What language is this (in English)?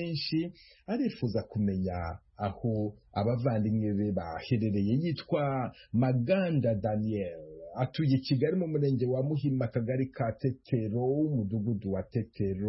Kinyarwanda